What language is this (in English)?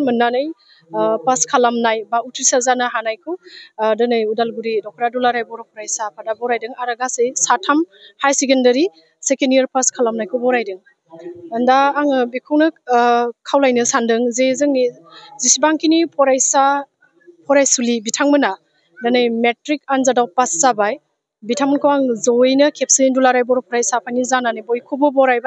Bodo